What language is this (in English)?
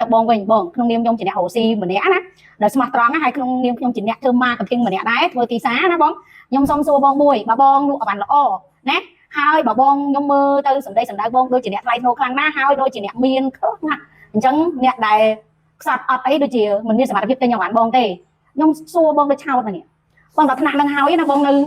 Khmer